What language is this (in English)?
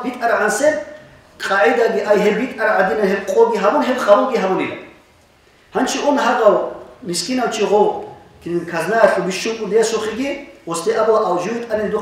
Avaric